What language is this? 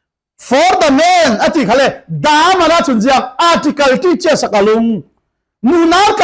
Falam Chin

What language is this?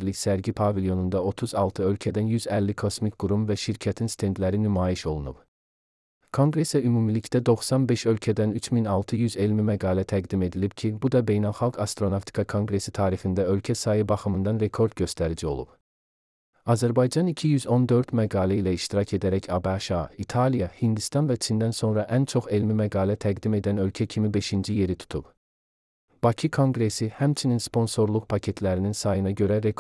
Azerbaijani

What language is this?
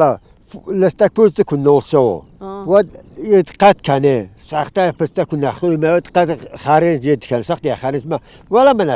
Ossetic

